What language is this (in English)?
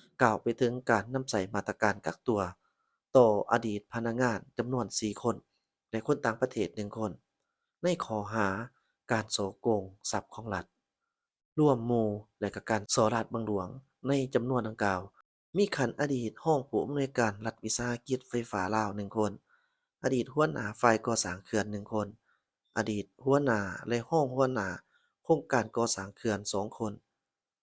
Lao